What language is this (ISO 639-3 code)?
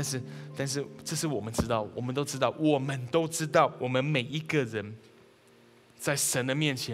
zho